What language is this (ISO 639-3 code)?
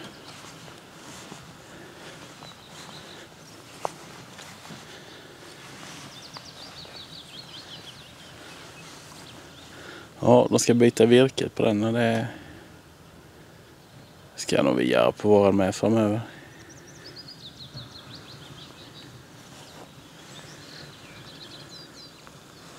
swe